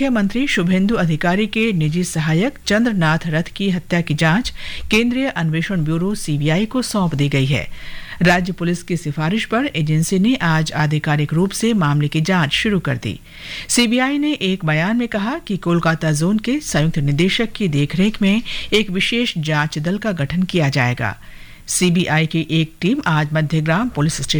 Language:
Hindi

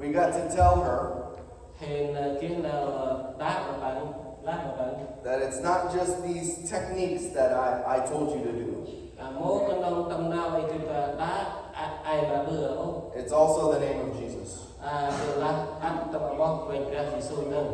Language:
Central Mnong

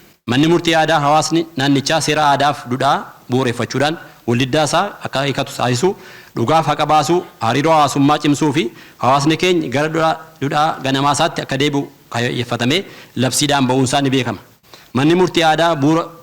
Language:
Oromo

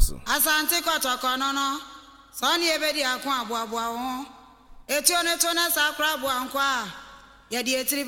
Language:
Akan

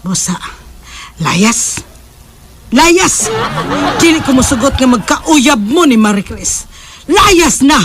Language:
Cebuano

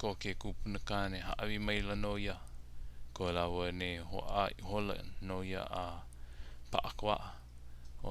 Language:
Hawaiian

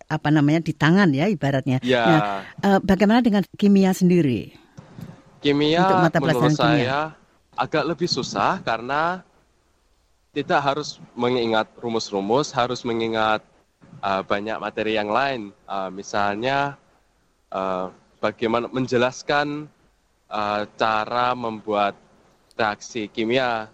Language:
Indonesian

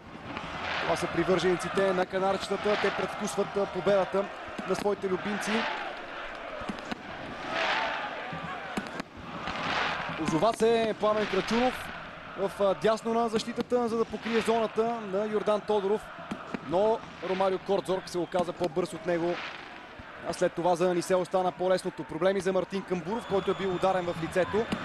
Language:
Bulgarian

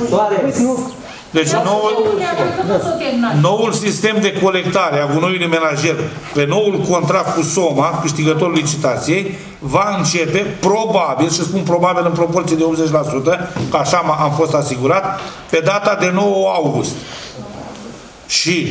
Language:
Romanian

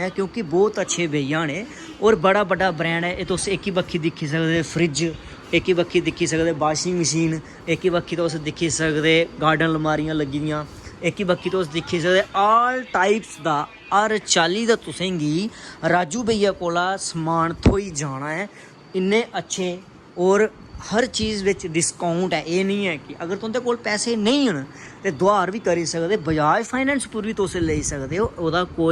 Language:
Dogri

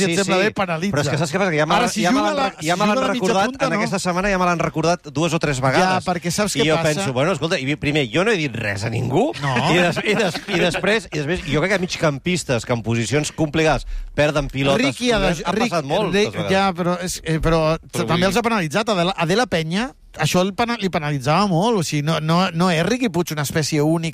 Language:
Catalan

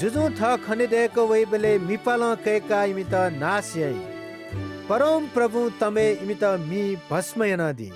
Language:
Newari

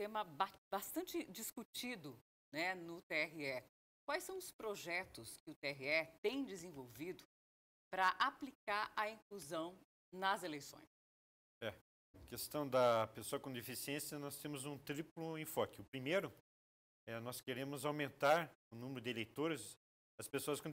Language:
Portuguese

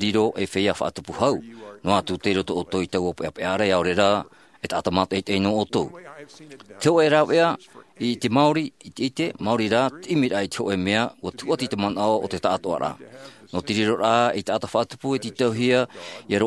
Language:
Tahitian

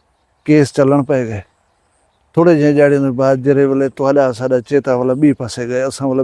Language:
Saraiki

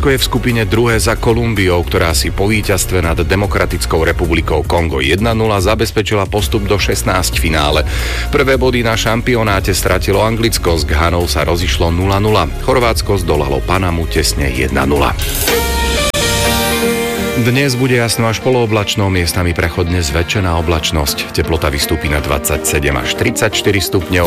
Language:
Slovak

